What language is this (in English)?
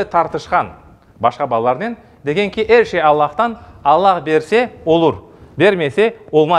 Crimean Tatar